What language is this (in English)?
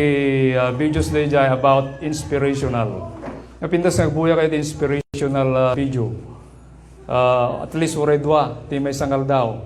Iloko